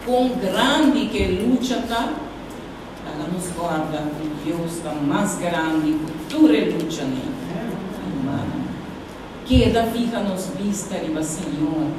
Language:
Papiamento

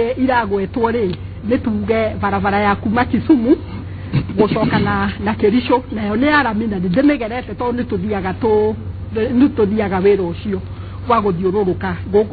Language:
Kikuyu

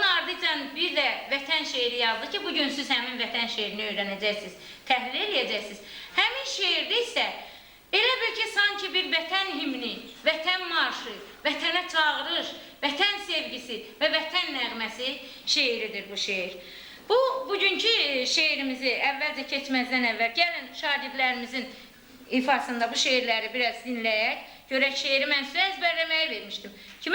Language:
Azerbaijani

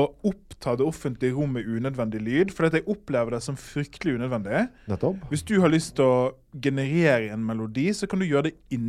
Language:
Norwegian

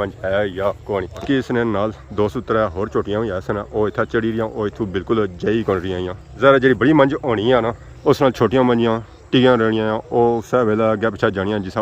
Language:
Pahari-Potwari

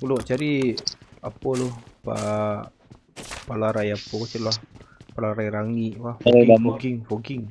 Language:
Minangkabau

